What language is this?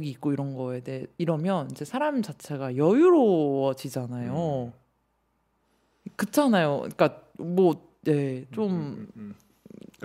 Korean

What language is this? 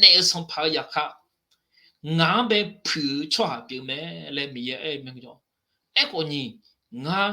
Akha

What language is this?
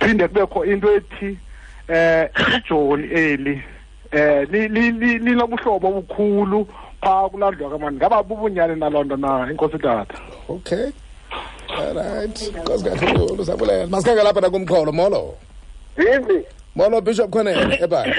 Xhosa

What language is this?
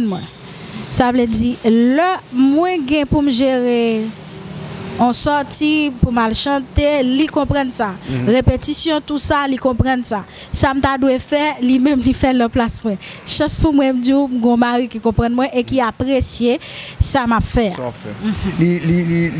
Haitian Creole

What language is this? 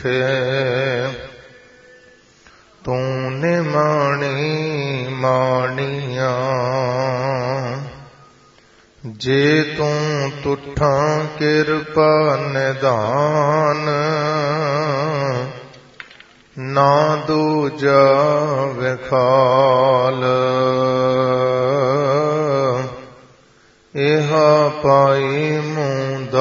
Punjabi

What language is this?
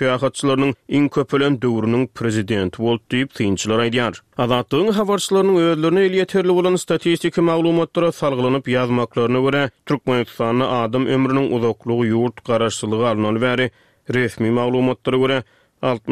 Turkmen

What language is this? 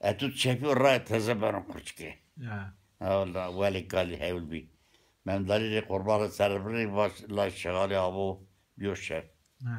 Zaza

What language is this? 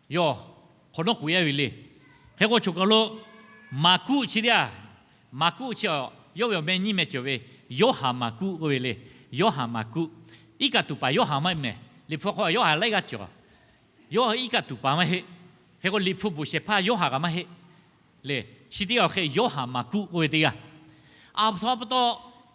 Lahu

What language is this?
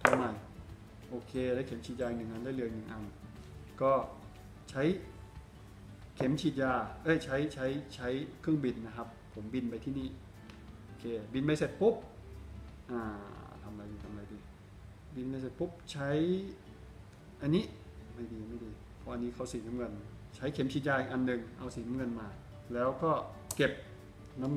Thai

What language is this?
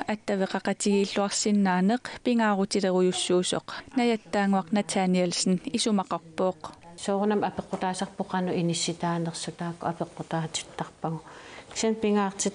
Kalaallisut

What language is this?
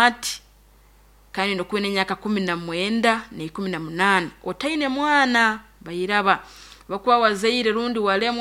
Nyankole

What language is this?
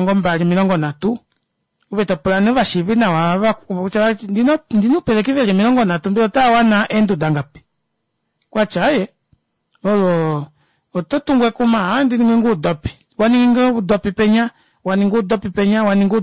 Kuanyama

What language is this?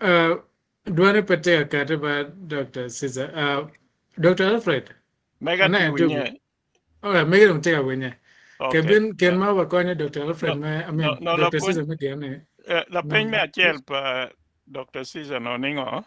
Acoli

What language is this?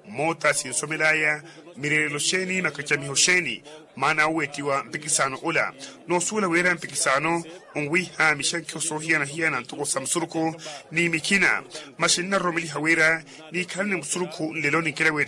Makhuwa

